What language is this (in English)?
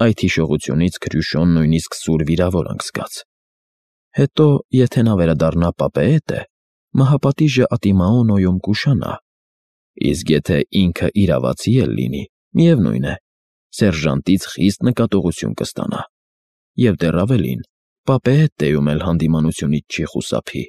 Armenian